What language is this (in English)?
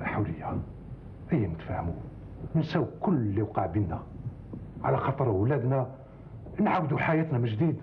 Algerian Arabic